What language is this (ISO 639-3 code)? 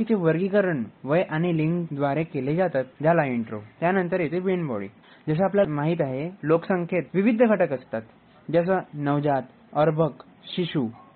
mar